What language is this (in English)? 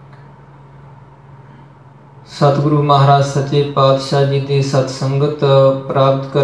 Punjabi